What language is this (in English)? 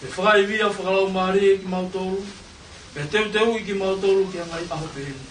Tongan